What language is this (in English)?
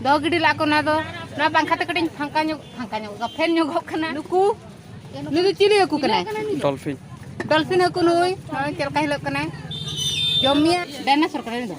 Santali